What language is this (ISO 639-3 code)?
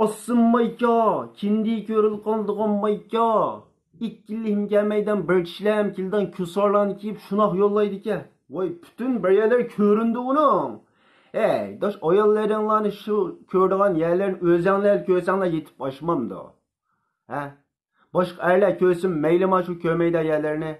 uig